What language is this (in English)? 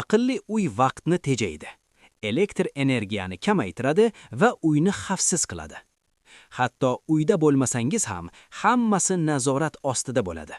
Uzbek